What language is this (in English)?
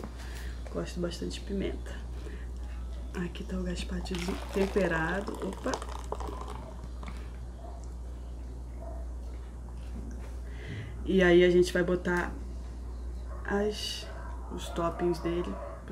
Portuguese